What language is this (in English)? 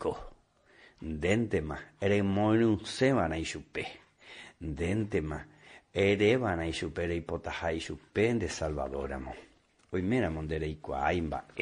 Guarani